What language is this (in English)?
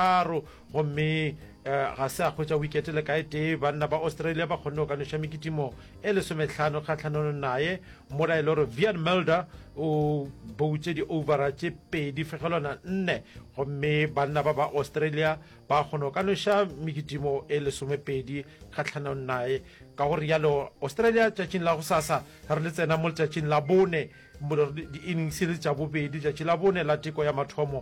Northern Sotho